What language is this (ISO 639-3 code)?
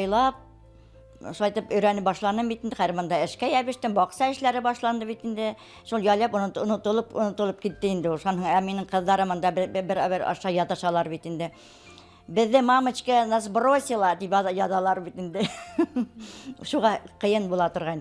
bak